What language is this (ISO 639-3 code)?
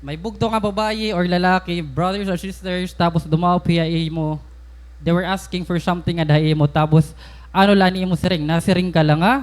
war